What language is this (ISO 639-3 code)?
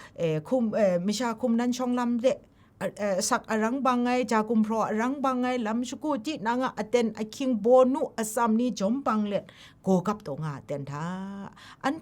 kac